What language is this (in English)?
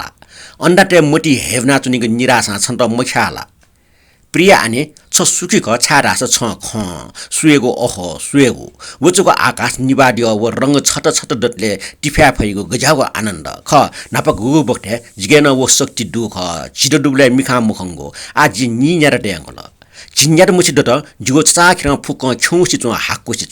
Newari